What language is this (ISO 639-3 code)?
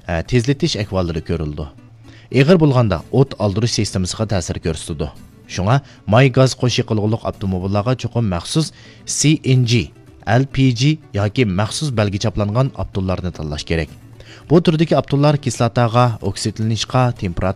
uig